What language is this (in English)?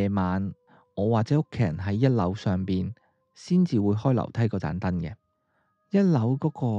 Cantonese